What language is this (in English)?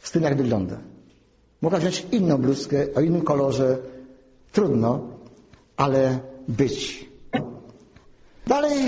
Polish